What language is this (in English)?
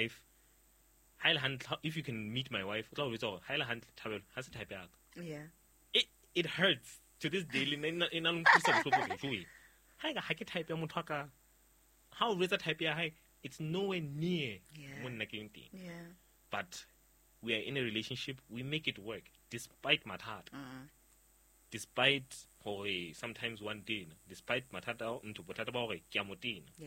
Southern Sotho